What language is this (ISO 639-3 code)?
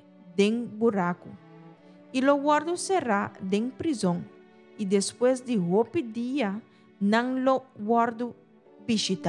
pap